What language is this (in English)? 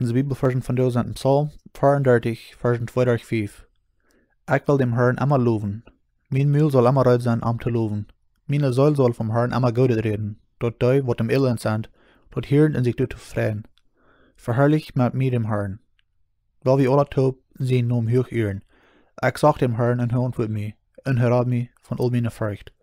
Plautdietsch